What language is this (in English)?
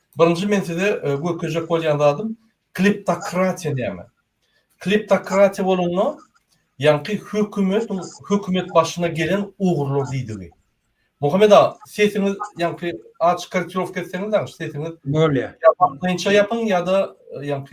Turkmen